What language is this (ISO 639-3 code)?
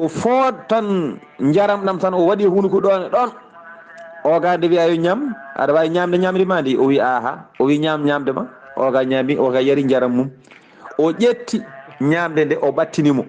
ful